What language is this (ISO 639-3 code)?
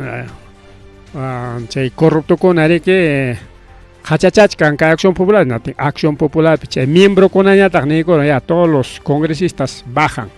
quy